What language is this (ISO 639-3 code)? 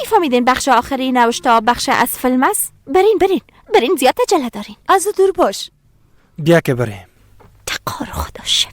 fas